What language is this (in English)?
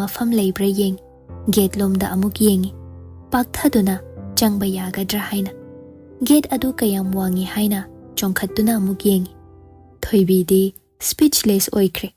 Manipuri